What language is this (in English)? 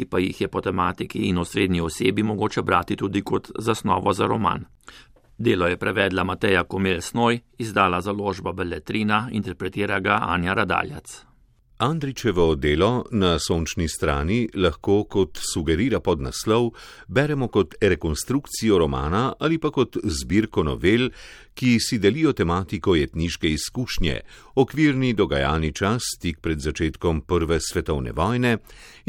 Slovenian